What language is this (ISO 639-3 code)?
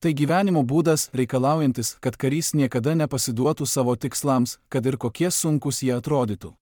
lit